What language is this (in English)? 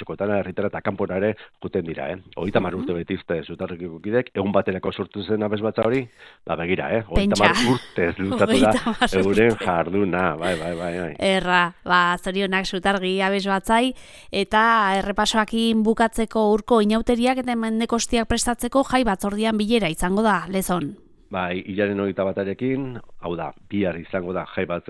Basque